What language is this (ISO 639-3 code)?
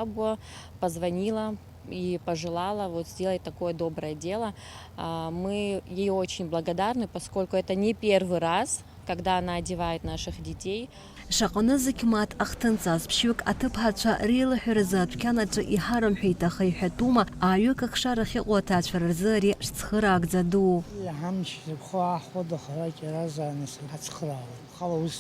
abk